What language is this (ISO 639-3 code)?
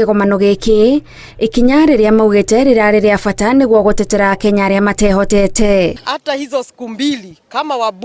kik